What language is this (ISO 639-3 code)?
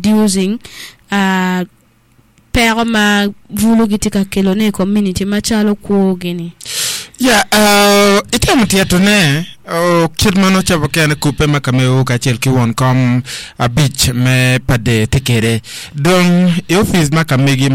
ach